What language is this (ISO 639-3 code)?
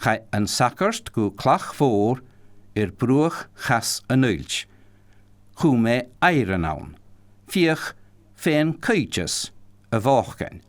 gla